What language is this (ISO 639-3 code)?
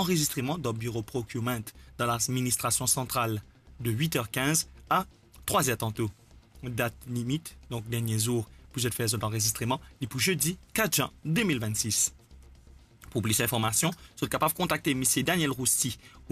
mfe